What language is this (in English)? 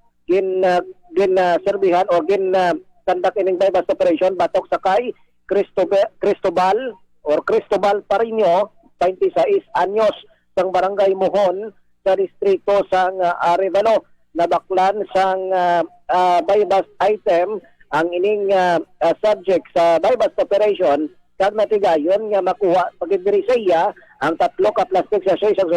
Hiligaynon